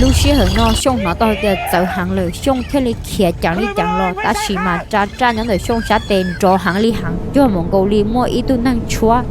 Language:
Hmong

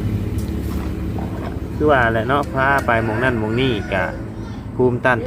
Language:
Lao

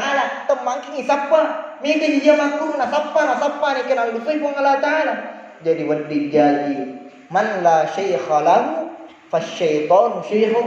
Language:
Buginese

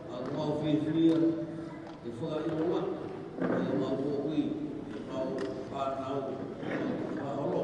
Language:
Tongan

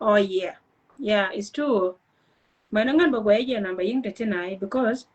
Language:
Nuer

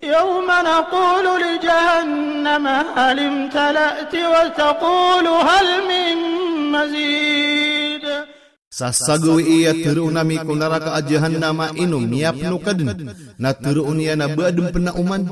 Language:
Maranao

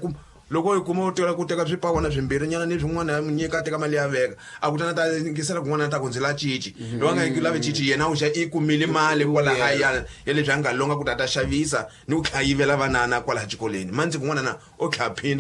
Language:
Tsonga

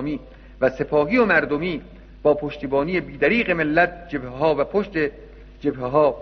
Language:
Persian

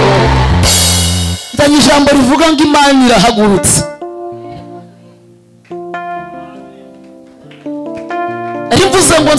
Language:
Kinyarwanda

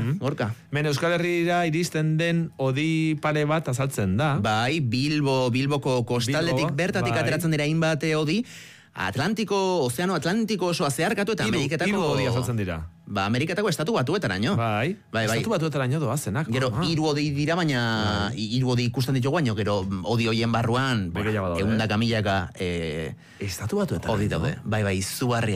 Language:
Basque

